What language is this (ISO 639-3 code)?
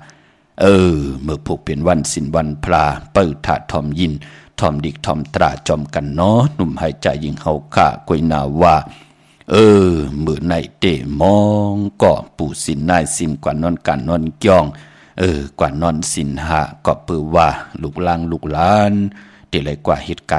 shn